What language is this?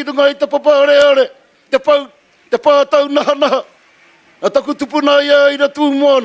Māori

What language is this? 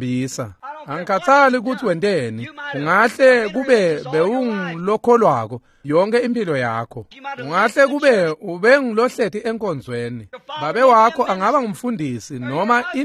Swati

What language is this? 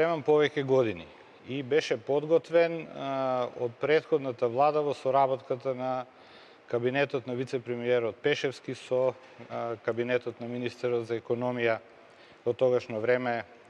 Macedonian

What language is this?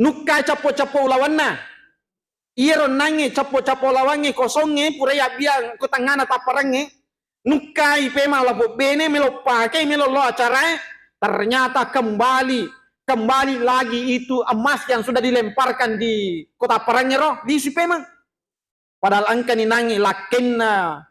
Buginese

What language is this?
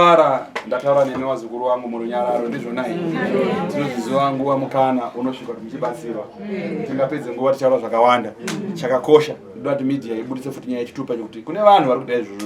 Shona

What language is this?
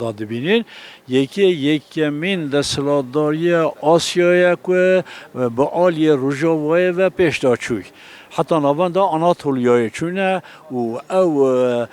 Kurdish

